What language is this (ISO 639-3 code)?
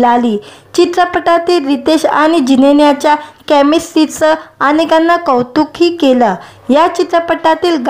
mar